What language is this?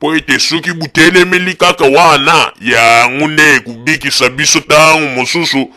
Lingala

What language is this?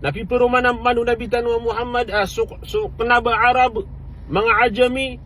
Maranao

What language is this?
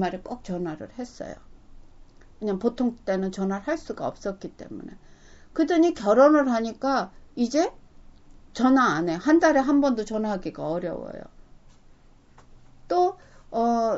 Korean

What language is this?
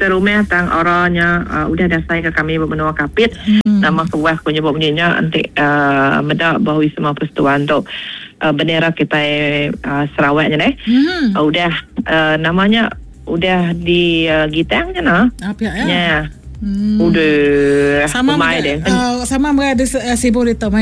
Iban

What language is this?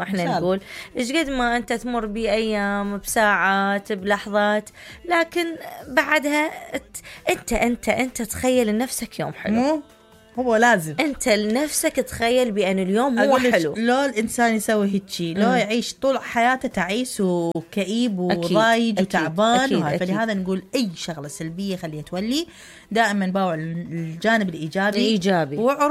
Mesopotamian Arabic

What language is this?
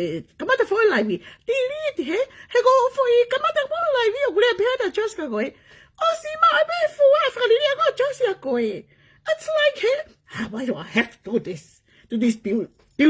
Tongan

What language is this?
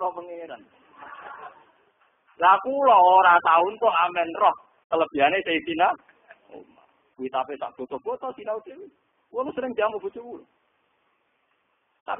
Javanese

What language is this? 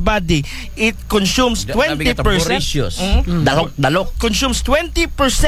Aklanon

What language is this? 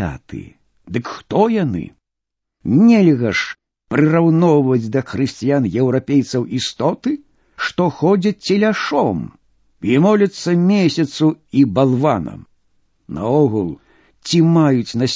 Belarusian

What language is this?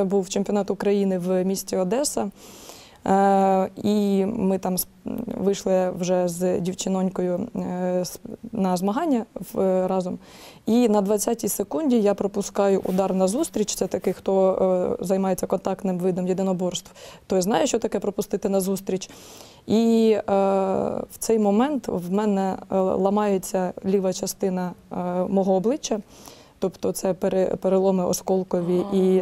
Ukrainian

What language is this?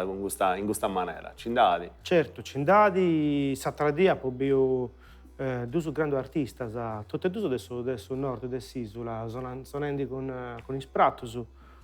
Sardinian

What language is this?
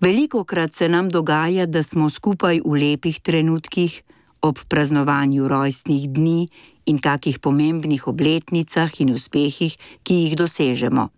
Slovenian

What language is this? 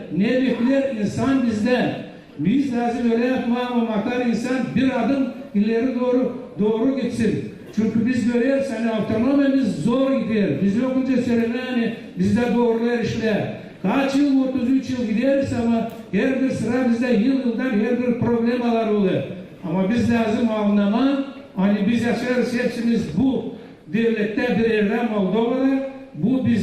Gagauz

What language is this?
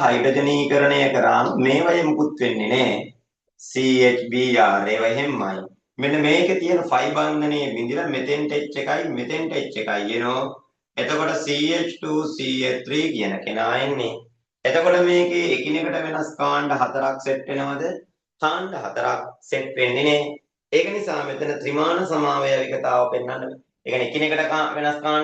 Sinhala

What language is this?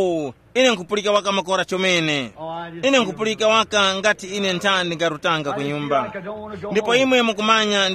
Tumbuka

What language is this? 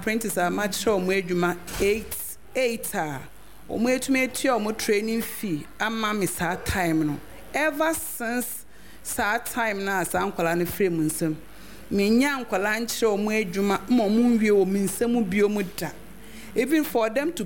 Akan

